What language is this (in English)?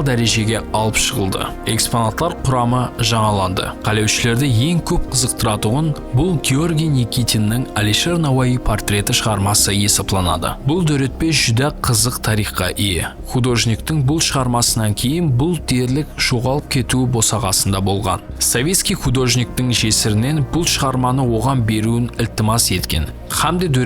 Kara-Kalpak